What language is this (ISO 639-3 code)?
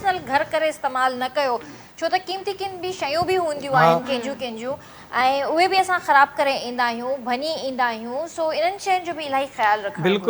snd